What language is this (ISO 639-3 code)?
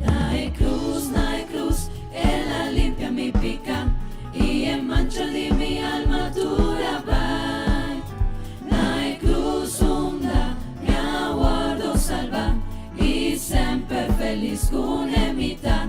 pap